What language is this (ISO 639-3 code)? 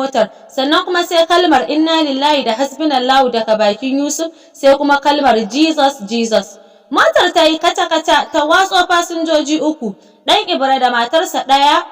hau